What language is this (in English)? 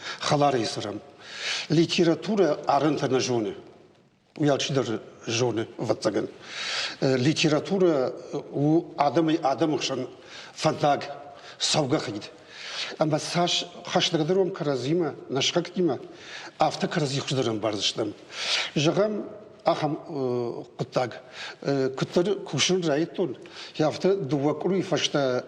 Ossetic